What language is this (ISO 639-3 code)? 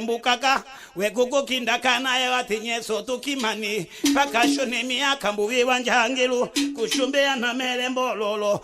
tll